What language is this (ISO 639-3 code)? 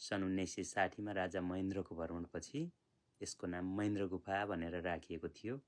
nep